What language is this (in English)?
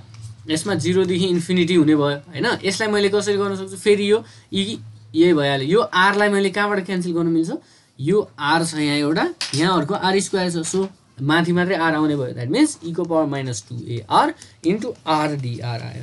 Nepali